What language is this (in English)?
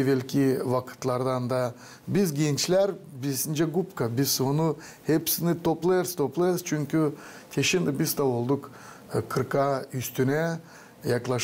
Gagauz